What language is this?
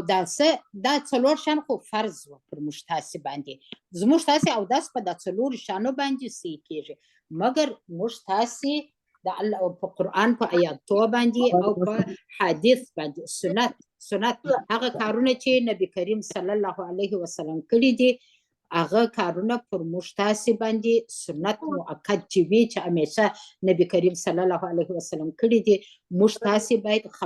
Pashto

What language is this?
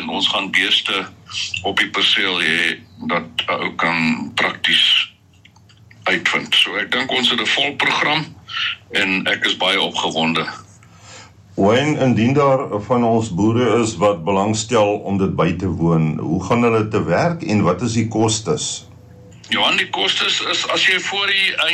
Afrikaans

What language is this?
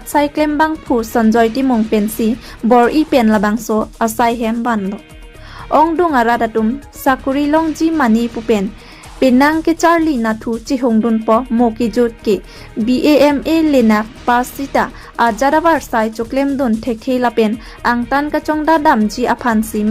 Karbi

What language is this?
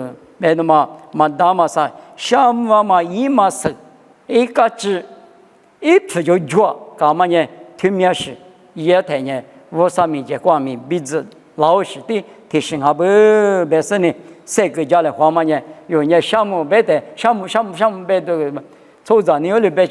Lisu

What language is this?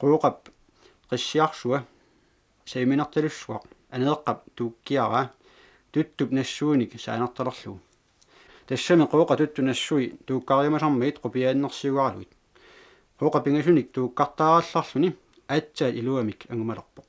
Kalaallisut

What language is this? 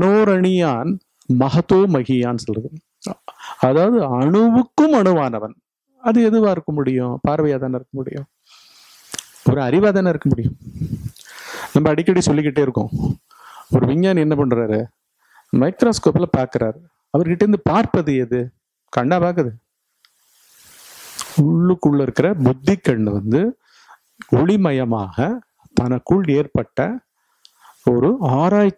Tamil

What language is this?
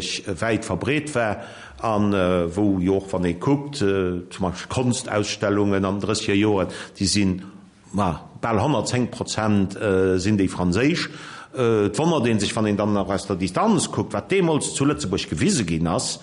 Luxembourgish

